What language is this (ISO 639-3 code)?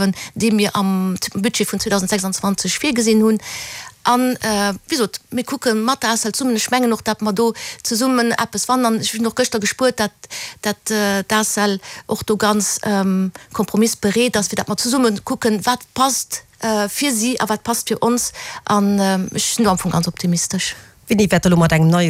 ltz